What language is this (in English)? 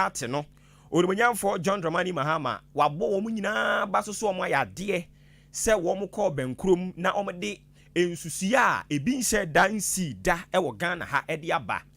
Akan